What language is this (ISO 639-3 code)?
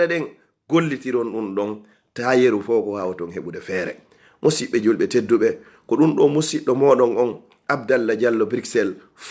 ful